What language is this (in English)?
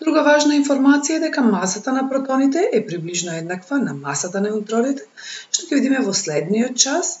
Macedonian